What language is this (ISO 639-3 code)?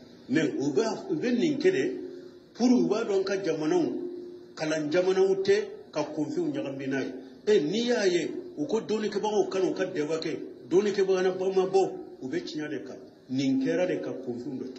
bam